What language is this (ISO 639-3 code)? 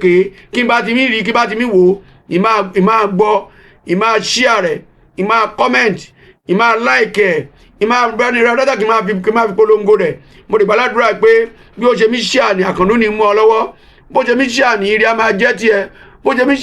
yor